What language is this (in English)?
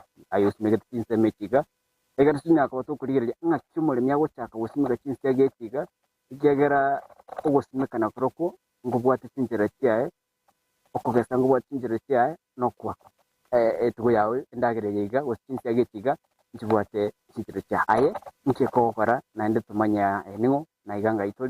Gusii